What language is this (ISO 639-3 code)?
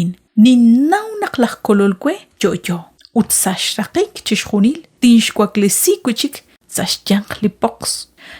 kek